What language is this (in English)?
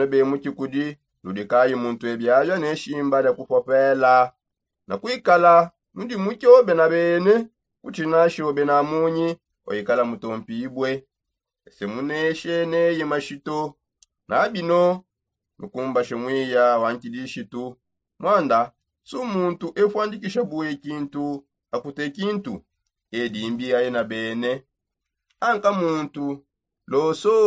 Songe